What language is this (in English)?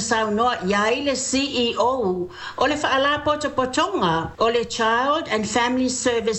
Samoan